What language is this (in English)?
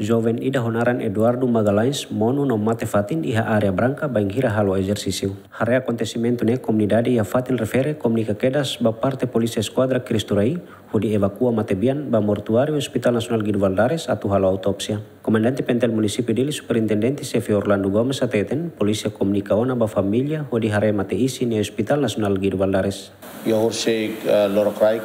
Tetum